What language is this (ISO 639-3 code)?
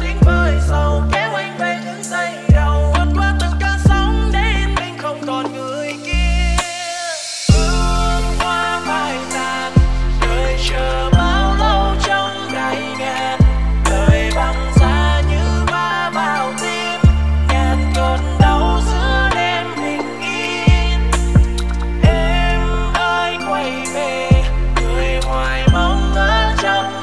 vie